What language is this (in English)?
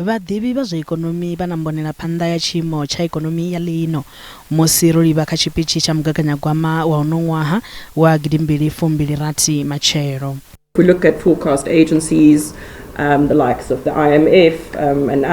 Venda